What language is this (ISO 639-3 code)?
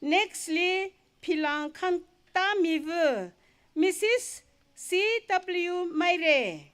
nmf